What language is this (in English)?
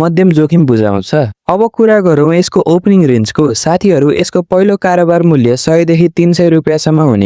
Nepali